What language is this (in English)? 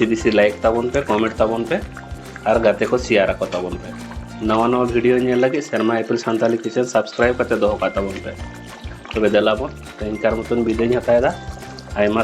Santali